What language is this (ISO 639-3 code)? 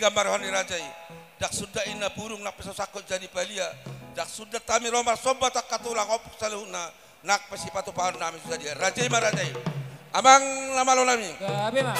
bbc